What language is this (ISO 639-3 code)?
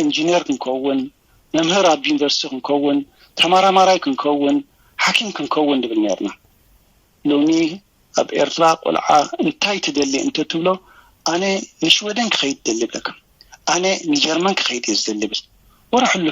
tir